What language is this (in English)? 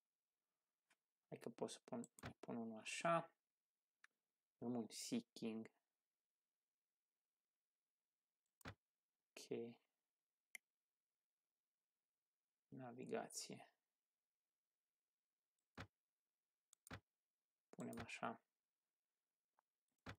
Romanian